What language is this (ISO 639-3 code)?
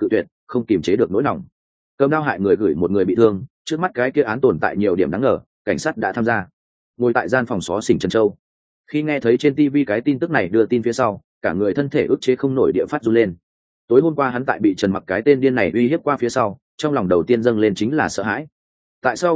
vie